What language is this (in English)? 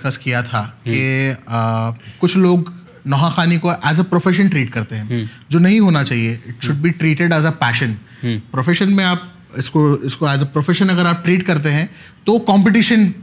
Urdu